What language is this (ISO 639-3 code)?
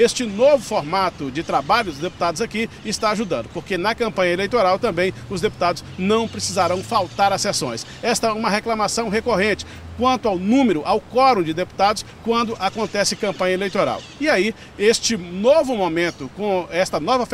por